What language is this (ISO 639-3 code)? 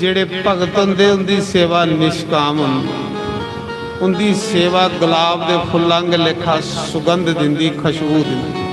doi